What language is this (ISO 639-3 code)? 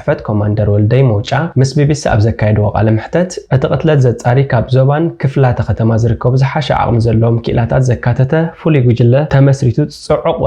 tir